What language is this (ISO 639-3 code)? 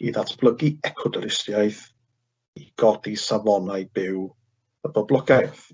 cym